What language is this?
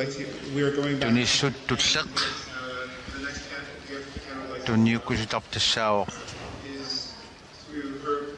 Kalaallisut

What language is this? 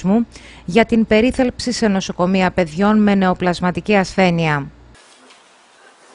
Greek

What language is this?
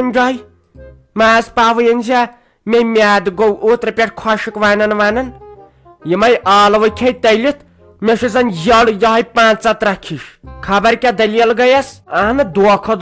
Kashmiri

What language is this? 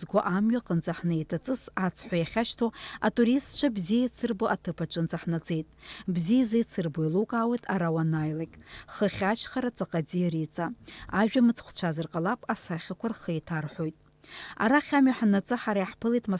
Abkhazian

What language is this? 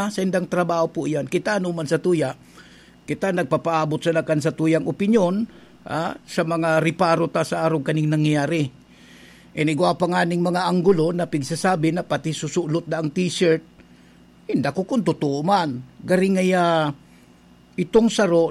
Bikol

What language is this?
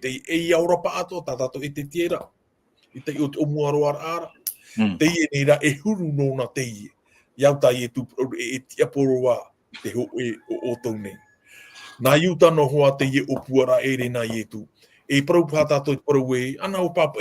Tahitian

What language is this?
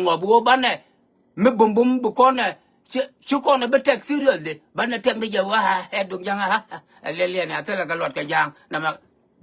Nuer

